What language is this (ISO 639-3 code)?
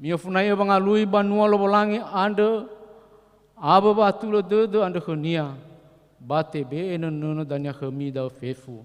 nia